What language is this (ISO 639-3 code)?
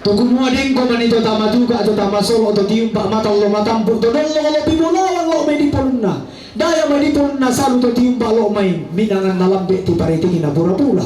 sda